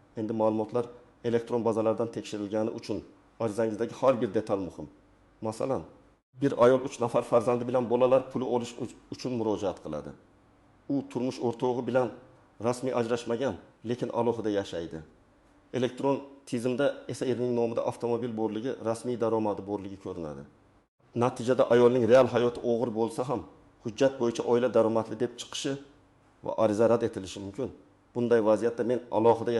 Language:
Uzbek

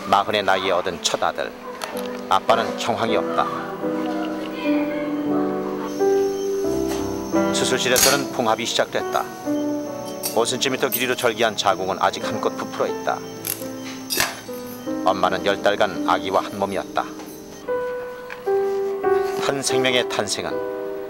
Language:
Korean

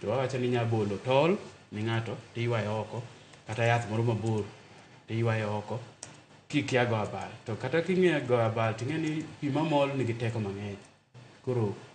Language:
Luo (Kenya and Tanzania)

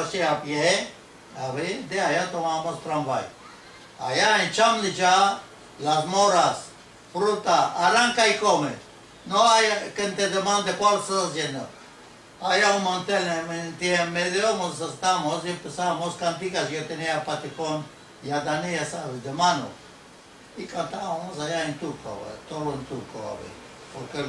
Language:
Ladino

